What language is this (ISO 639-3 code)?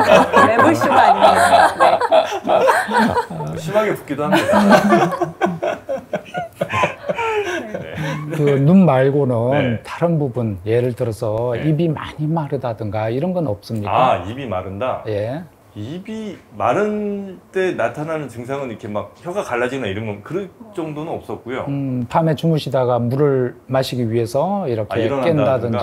kor